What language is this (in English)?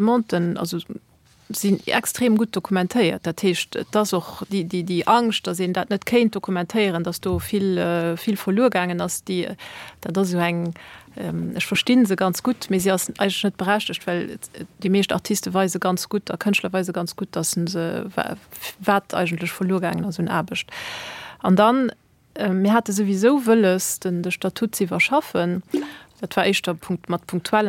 Luxembourgish